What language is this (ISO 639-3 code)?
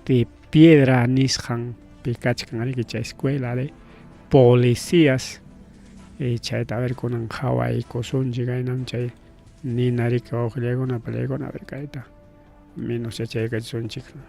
quy